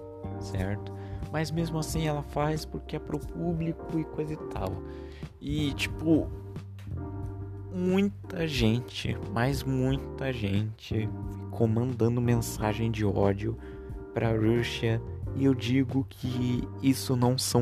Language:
Portuguese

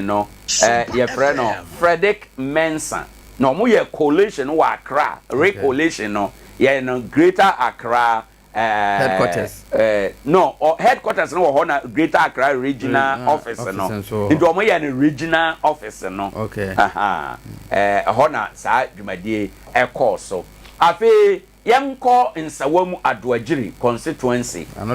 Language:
Akan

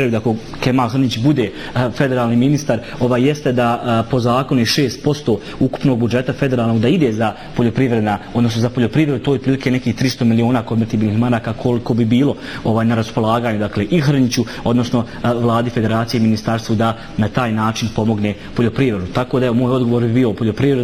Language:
Bosnian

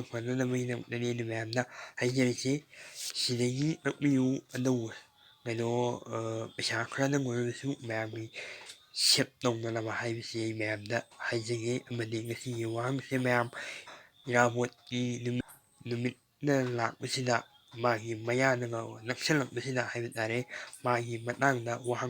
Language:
Manipuri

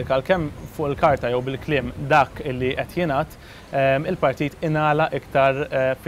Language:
Maltese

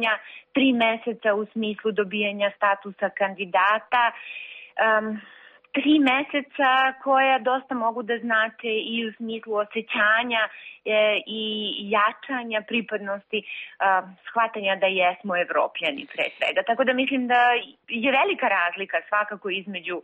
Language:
Serbian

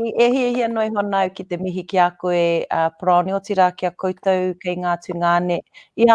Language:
Māori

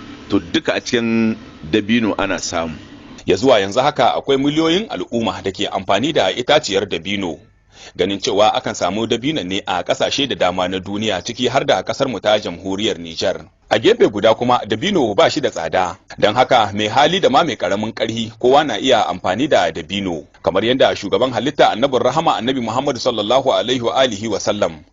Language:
Hausa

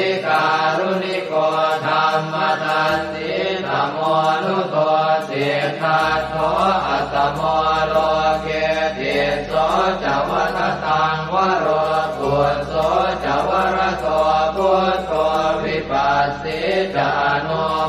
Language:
Pali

